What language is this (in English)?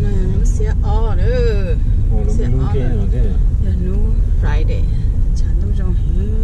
Hmong